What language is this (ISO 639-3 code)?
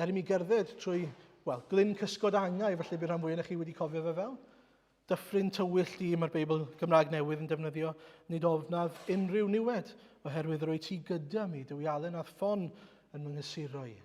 cym